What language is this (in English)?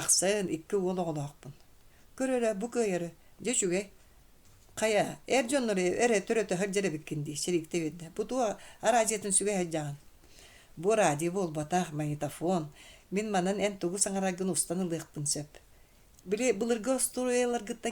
Yakut